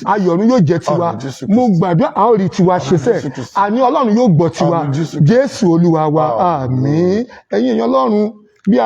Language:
Yoruba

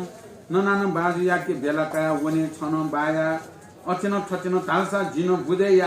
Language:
Newari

